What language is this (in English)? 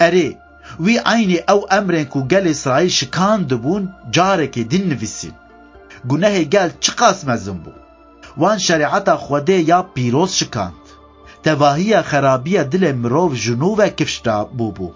Kurdish